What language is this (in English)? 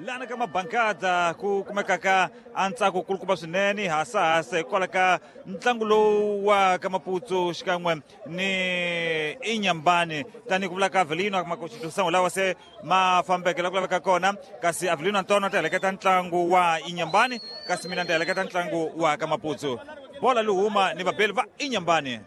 Tsonga